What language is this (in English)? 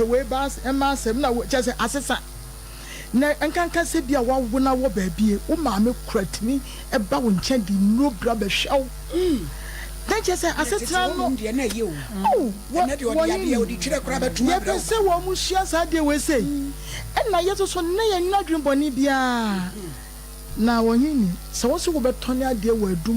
Akan